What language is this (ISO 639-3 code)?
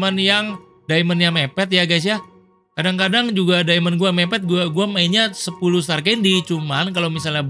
ind